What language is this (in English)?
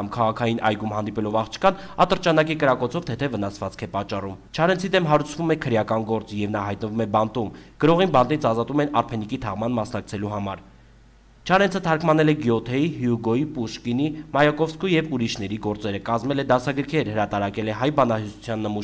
Armenian